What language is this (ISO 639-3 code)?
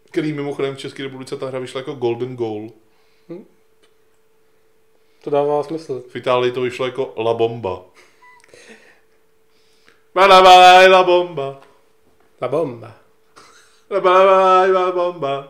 ces